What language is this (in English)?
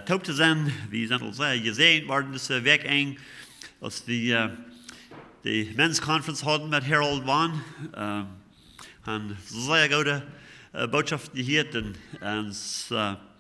Plautdietsch